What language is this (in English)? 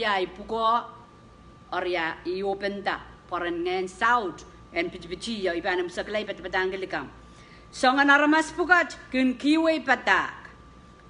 Pohnpeian